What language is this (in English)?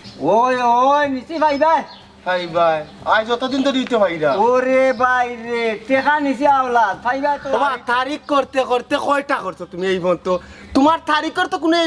Sylheti